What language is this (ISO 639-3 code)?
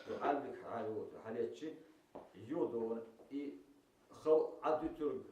che